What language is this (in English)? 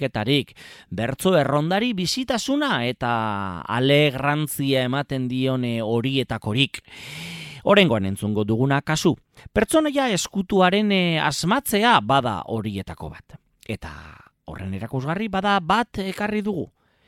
Basque